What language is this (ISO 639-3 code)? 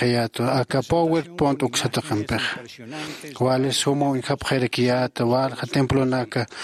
aym